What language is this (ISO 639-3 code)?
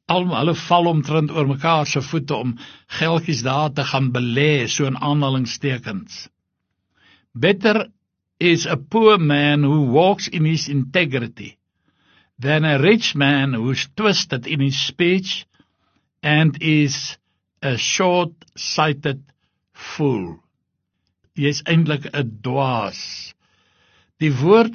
afr